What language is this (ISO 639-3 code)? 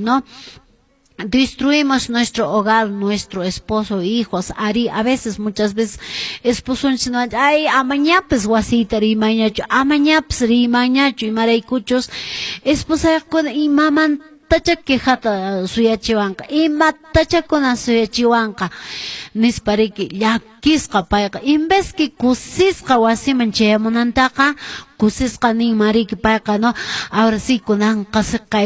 que